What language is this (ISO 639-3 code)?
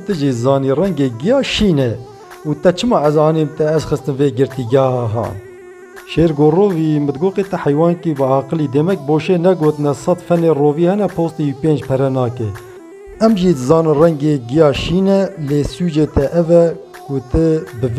kur